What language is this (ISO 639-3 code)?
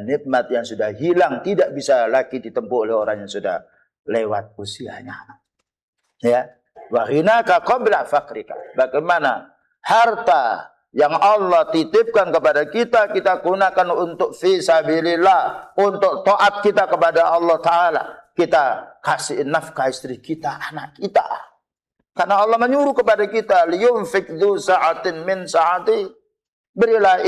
ind